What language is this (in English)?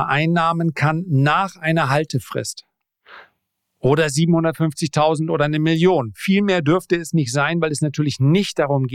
German